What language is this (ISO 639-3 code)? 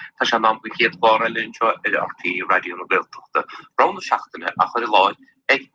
gle